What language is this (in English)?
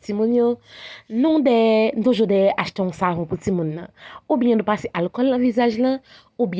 Haitian Creole